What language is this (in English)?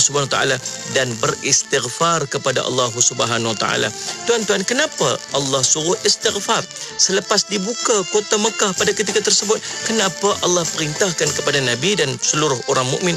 Malay